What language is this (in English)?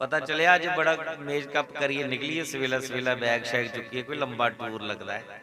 Dogri